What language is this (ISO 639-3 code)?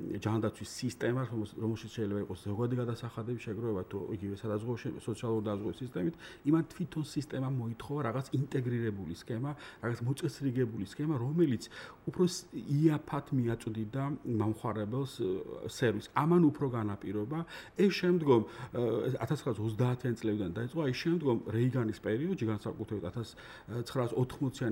kat